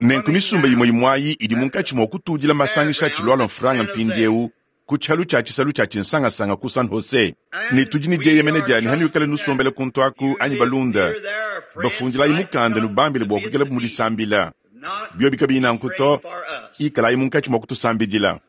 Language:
Luba-Lulua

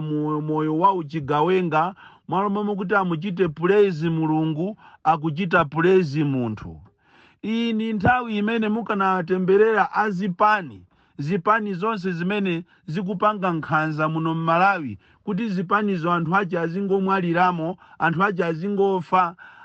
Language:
Nyanja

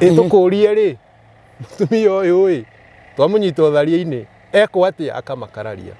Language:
Kikuyu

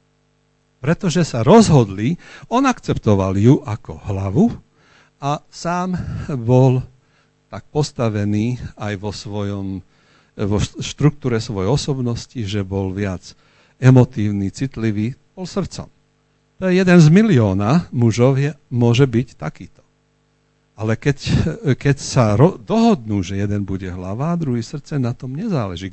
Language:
Slovak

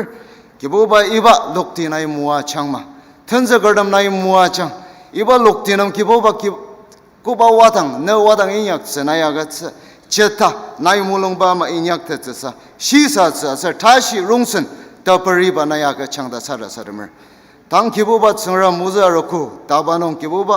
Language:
Ao Naga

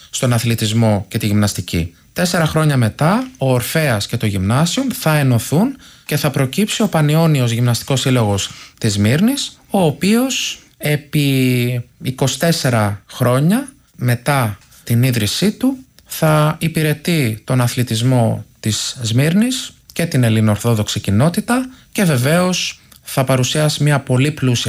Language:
Greek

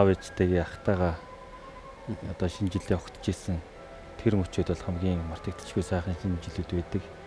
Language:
Mongolian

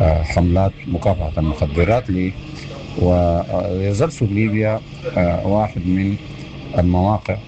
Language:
Sudanese Arabic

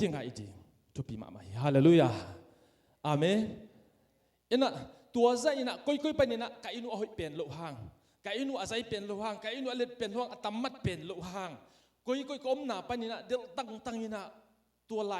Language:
Tedim Chin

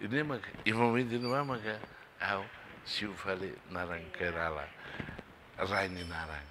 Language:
Tetum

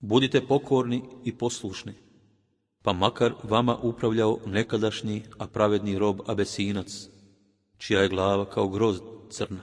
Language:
Bosnian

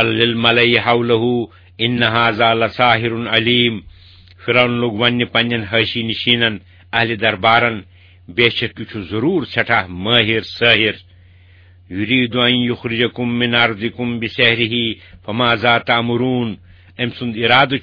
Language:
Kashmiri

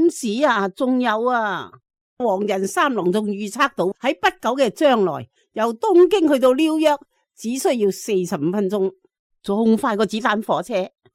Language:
Cantonese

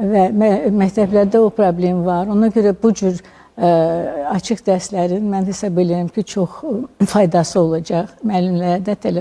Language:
Azerbaijani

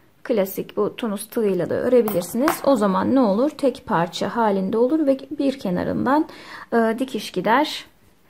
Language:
Turkish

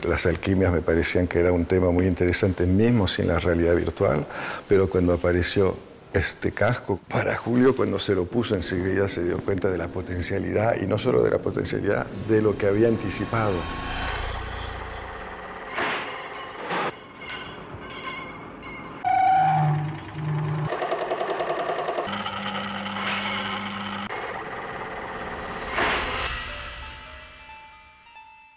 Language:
Spanish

